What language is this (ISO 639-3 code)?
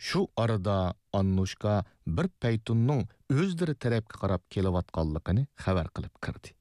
uig